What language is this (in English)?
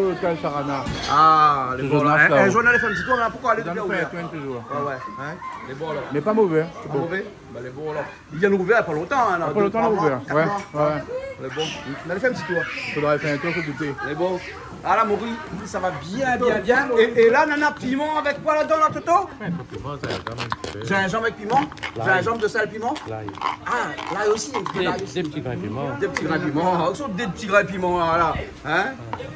Réunion Creole French